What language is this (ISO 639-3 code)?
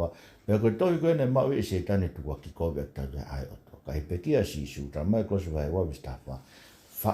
ton